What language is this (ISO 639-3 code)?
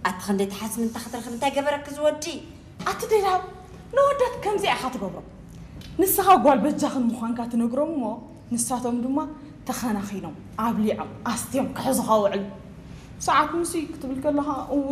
tir